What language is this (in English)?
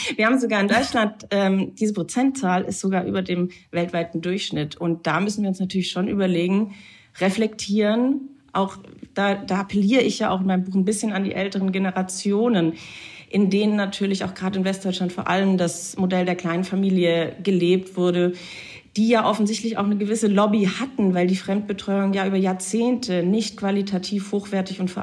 German